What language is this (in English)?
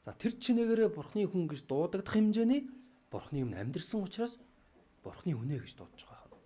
Mongolian